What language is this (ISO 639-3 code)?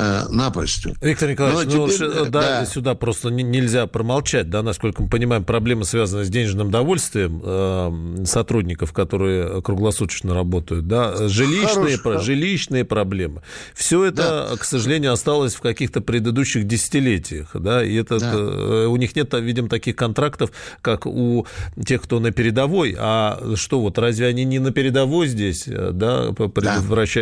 rus